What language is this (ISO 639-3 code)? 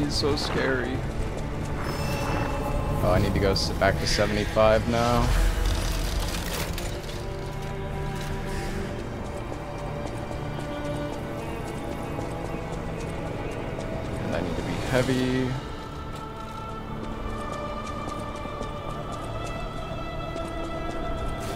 eng